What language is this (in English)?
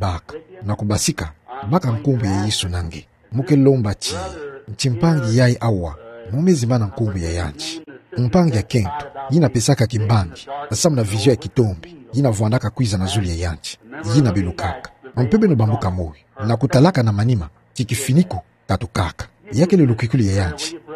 Kituba (Democratic Republic of Congo)